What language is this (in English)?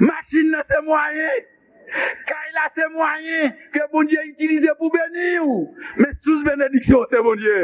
Haitian Creole